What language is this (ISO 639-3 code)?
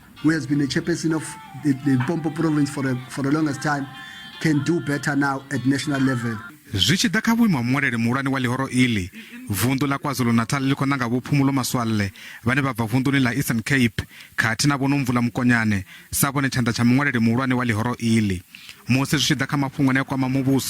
ven